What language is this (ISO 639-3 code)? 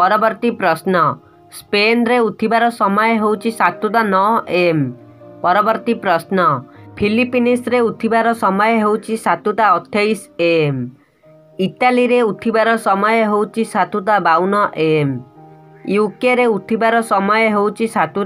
ori